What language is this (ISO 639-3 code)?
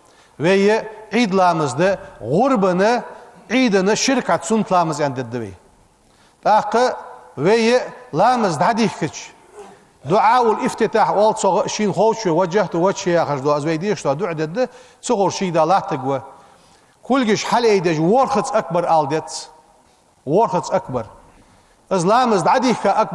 inh